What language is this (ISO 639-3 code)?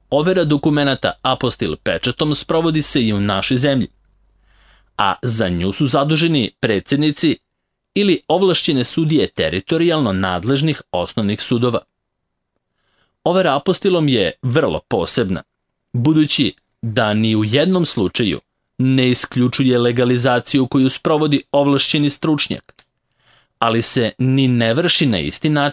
srp